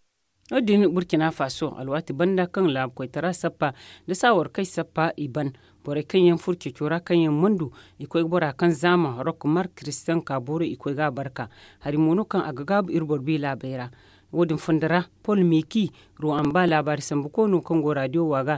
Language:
Zarma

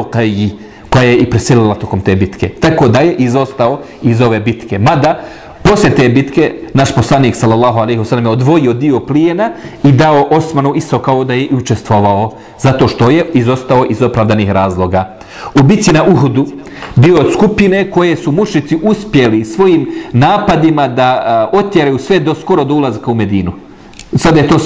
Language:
Bosnian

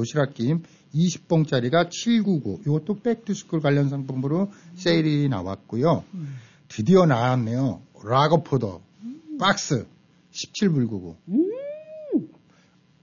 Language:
Korean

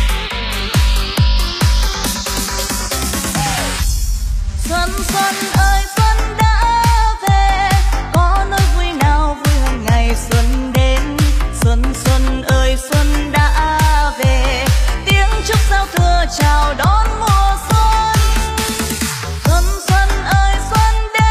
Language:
Vietnamese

